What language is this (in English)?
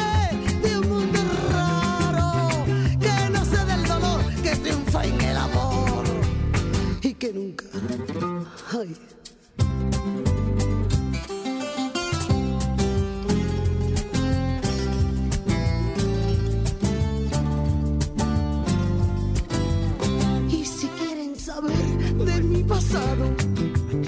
Spanish